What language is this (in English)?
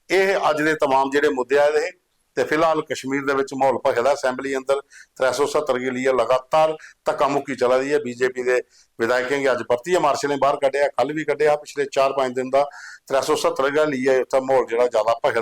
Dogri